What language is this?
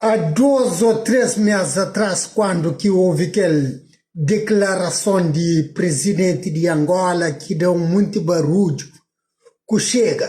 Kabuverdianu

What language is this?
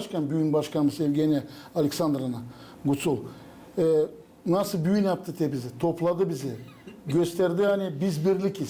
Gagauz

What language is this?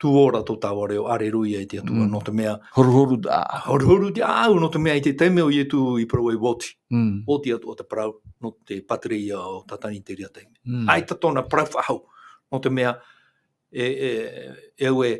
Tahitian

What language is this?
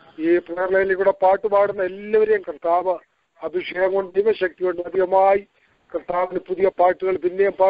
Malayalam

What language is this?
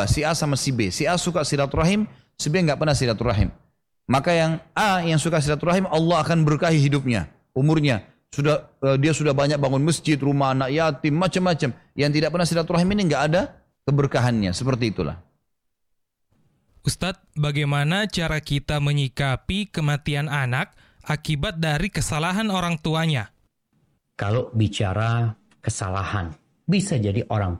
Indonesian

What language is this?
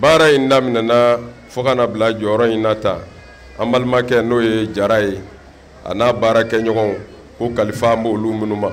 Bambara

